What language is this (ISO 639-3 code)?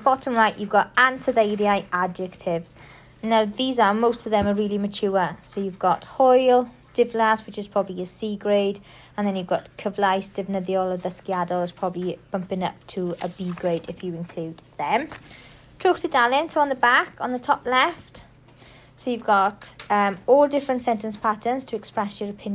eng